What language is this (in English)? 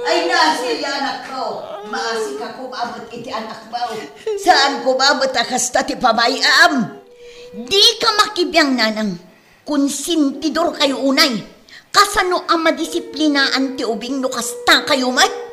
Iloko